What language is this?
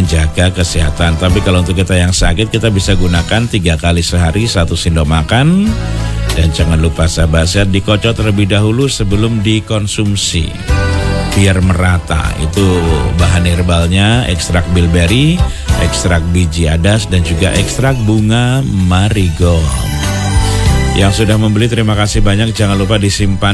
Indonesian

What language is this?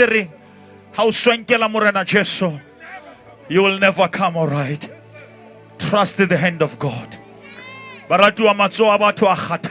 Southern Sotho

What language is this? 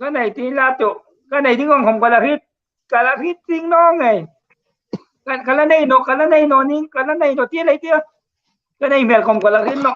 Hmar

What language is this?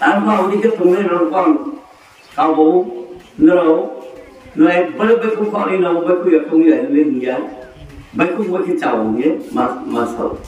Riang (India)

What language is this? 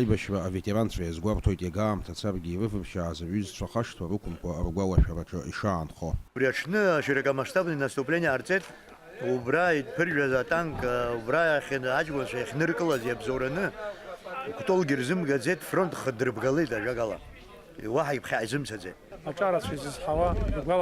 Abkhazian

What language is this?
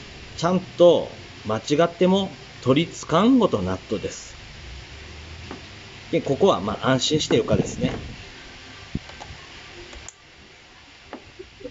Japanese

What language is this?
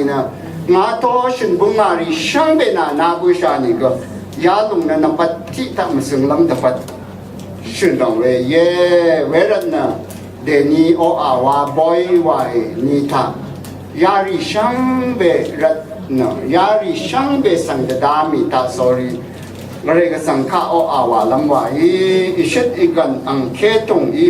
Rawang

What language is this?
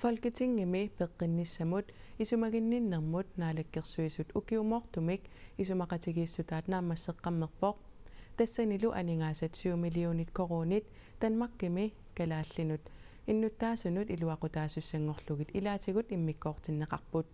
Kalaallisut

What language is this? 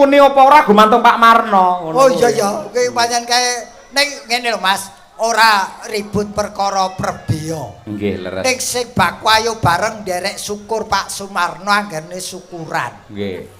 Javanese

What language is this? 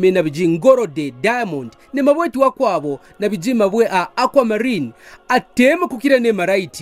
Kaonde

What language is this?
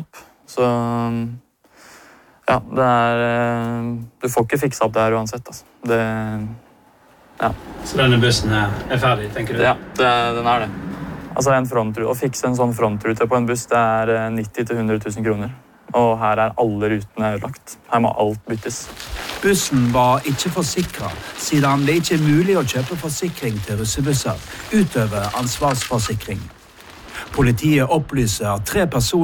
Norwegian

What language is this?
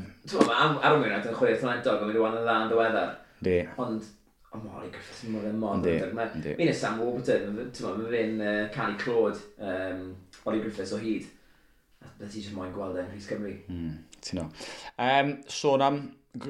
Welsh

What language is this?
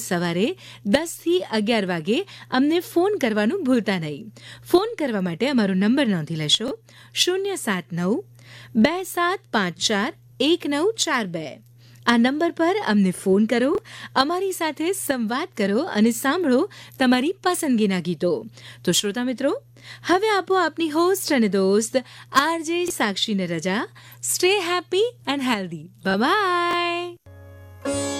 Gujarati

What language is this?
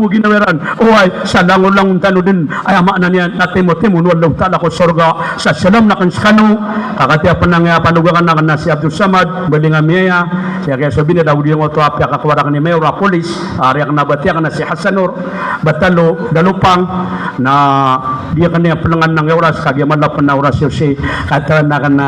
Maranao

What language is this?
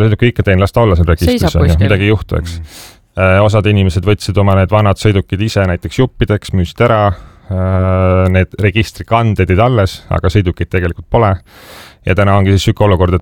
Estonian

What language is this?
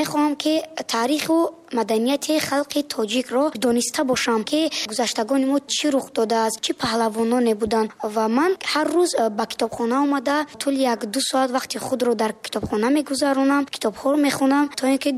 Tajik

